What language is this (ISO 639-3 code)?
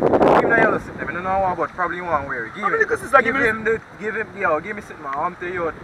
jam